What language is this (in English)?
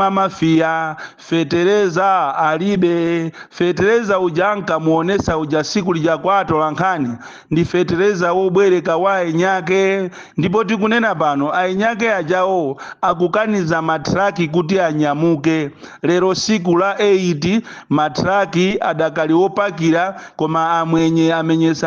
Nyanja